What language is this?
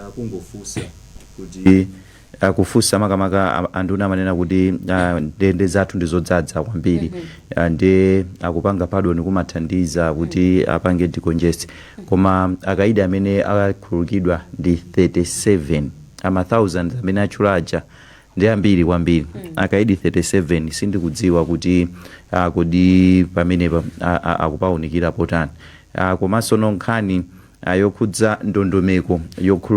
Nyanja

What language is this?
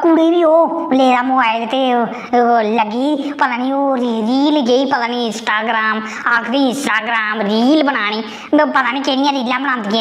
Dogri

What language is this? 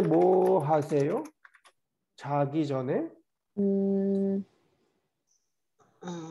Korean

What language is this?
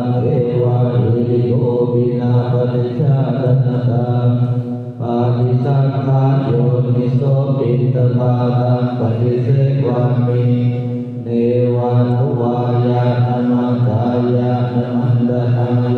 Pali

